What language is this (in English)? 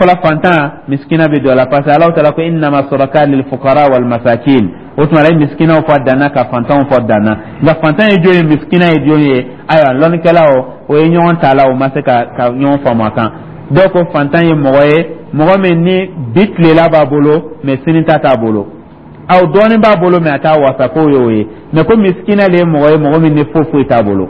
Dyula